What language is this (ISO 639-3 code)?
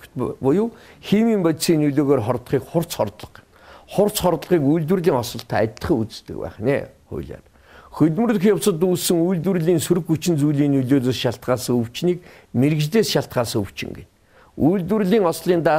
mon